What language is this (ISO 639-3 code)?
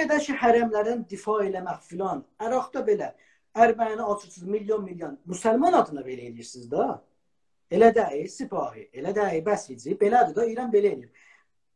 azb